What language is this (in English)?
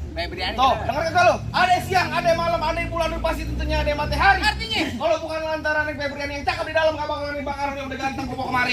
Betawi